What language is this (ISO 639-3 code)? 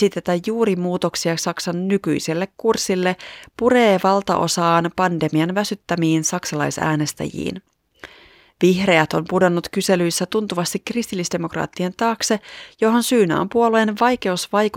fin